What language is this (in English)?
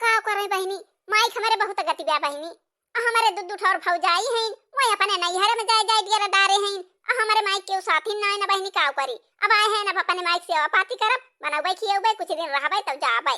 Awadhi